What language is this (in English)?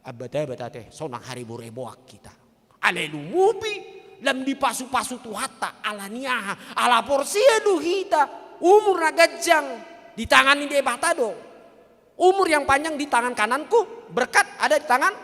Batak Toba